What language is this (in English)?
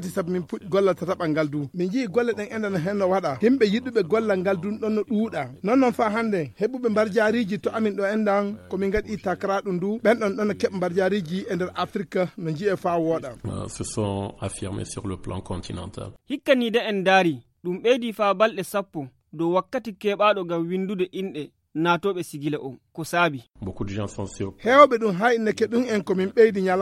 Fula